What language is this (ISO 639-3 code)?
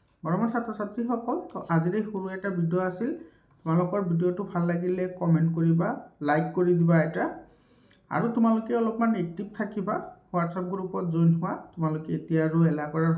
asm